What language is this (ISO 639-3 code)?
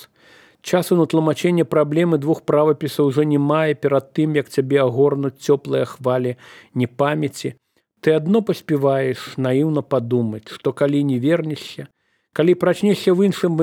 bel